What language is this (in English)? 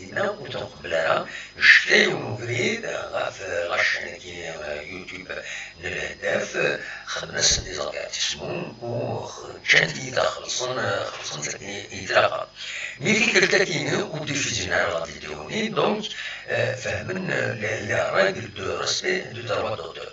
Kabyle